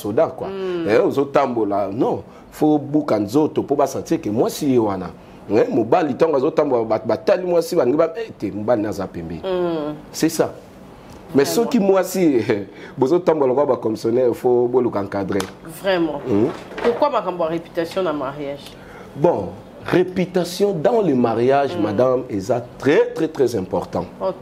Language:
Lingala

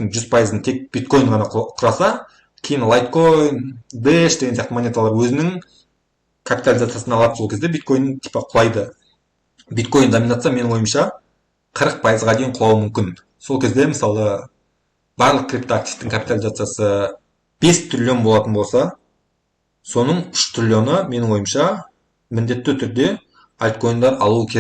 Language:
Kazakh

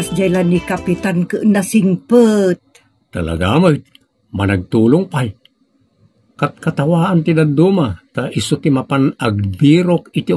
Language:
Iloko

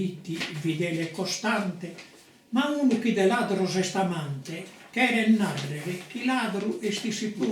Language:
Sardinian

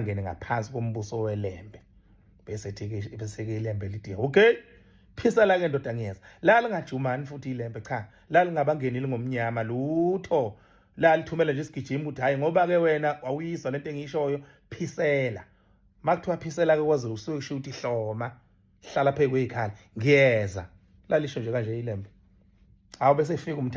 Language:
Zulu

